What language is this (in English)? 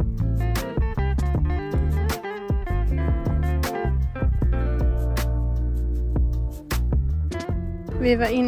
Swedish